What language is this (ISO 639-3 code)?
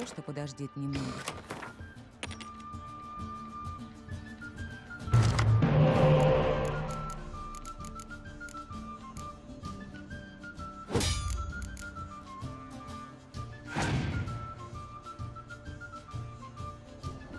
rus